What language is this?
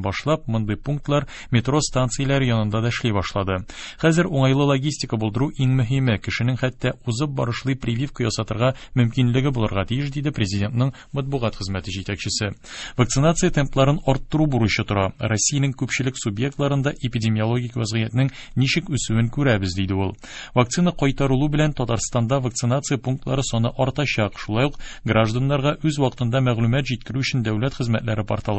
Tatar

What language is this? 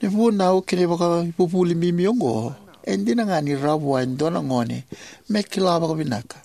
Fijian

